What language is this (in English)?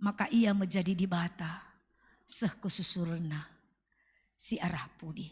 Batak Karo